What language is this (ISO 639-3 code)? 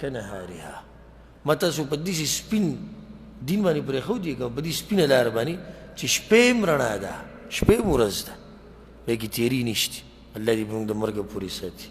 pus